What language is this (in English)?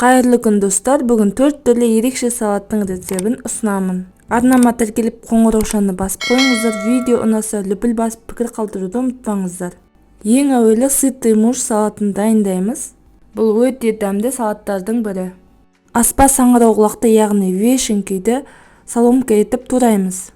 Kazakh